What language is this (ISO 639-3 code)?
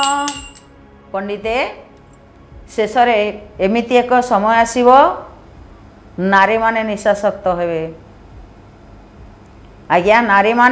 ori